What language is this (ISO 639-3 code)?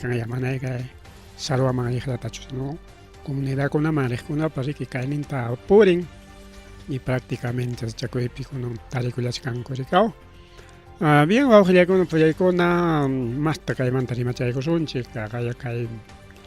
quy